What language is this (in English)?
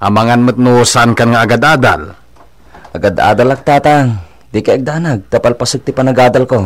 Iloko